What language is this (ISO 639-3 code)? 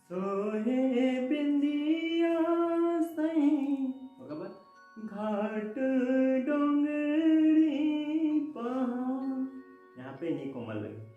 hne